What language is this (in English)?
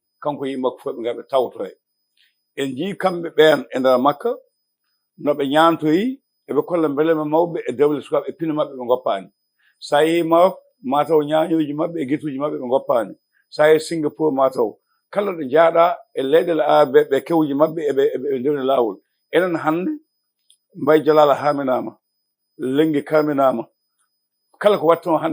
Fula